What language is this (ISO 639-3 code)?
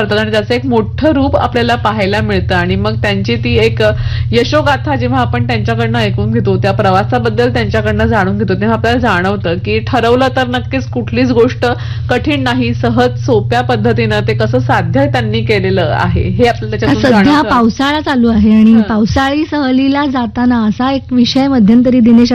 mar